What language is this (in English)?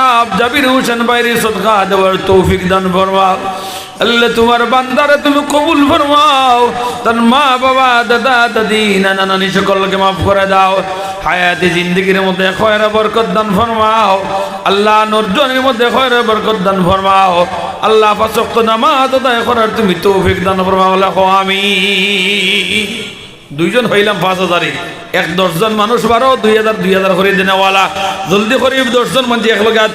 Sylheti